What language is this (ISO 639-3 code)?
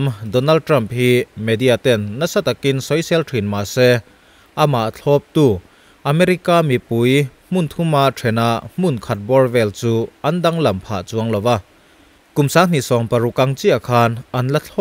lus